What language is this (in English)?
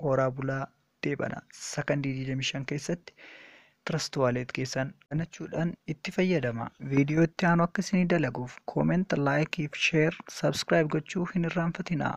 Oromo